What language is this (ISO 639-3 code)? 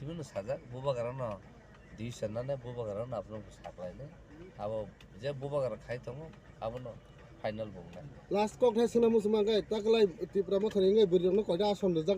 trp